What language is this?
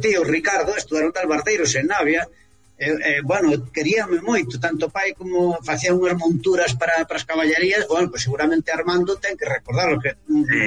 Galician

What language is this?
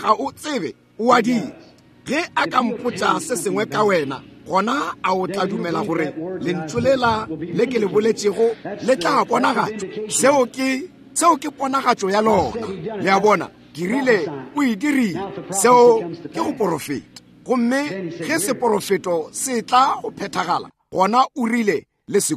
Northern Sotho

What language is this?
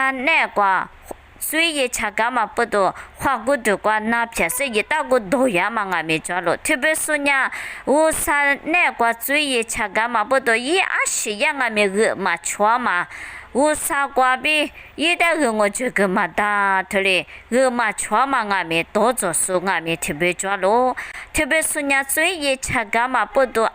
Lisu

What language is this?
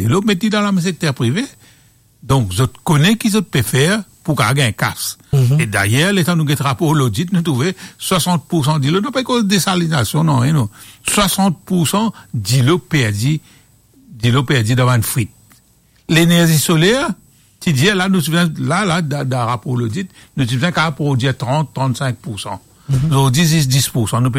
Morisyen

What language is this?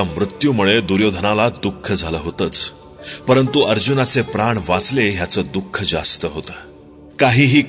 Marathi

